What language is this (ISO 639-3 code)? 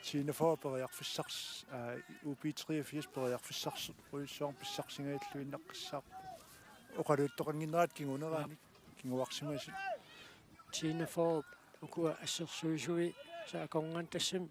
kal